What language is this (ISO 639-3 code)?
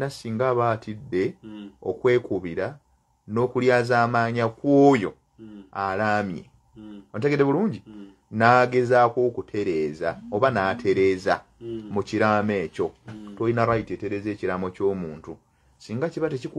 lug